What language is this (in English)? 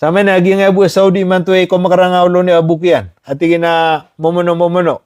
Maranao